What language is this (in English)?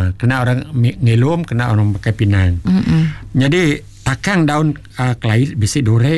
Iban